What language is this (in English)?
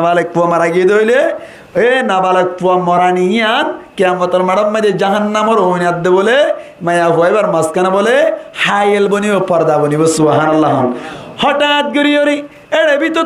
Rohingya